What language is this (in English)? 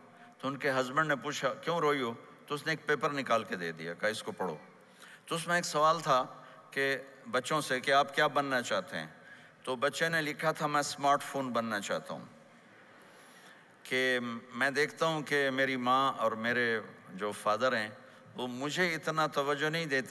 Urdu